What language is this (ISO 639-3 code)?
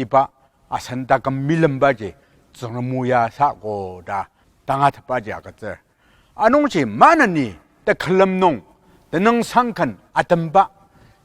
njo